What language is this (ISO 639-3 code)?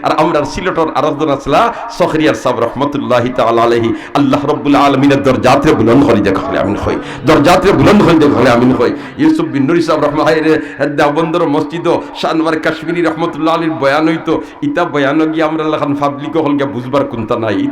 syl